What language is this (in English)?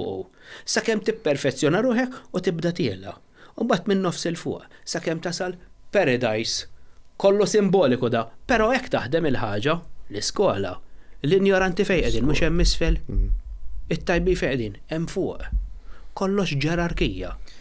Maltese